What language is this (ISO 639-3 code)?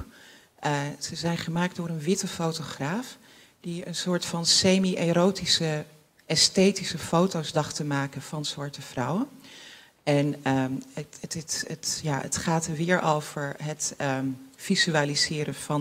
nld